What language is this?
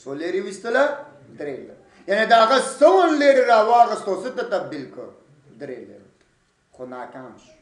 Pashto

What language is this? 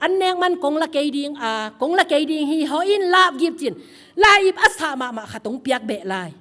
Tedim Chin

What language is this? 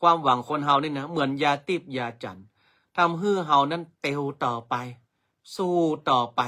Northern Thai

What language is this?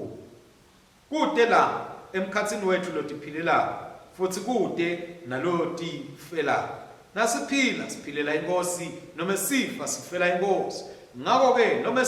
Swati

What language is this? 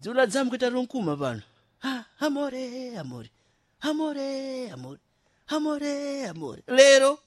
Sena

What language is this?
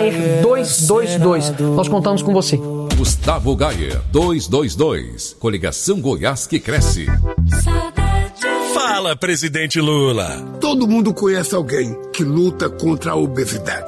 Portuguese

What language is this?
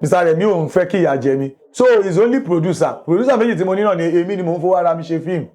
Yoruba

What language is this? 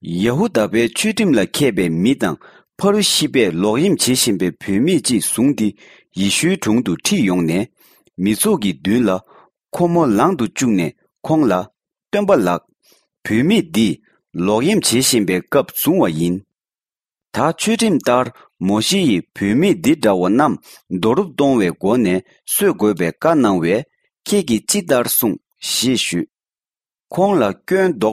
Tibetan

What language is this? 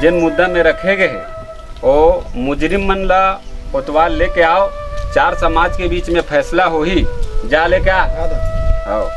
Chhattisgarhi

